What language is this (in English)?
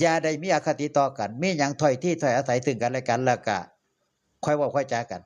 Northeastern Thai